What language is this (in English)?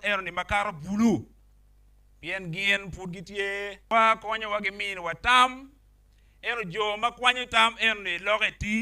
Acoli